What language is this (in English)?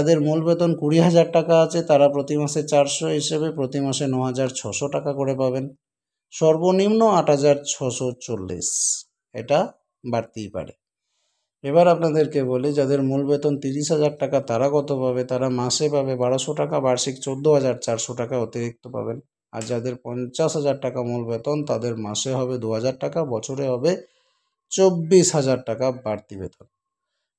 Bangla